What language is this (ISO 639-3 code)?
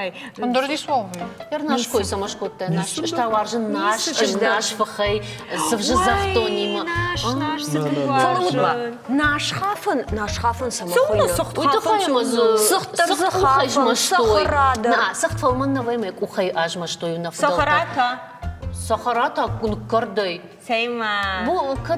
oss